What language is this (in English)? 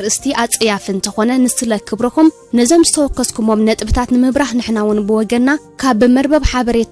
Tigrinya